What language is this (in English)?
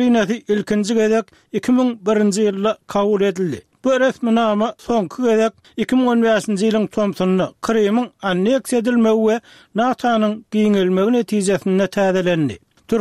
Turkmen